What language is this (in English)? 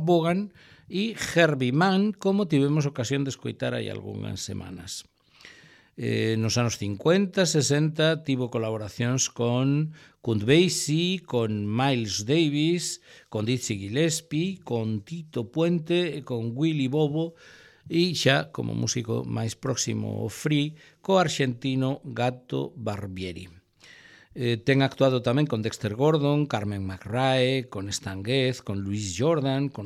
Galician